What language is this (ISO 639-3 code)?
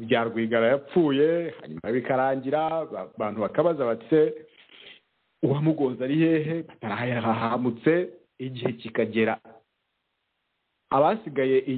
kin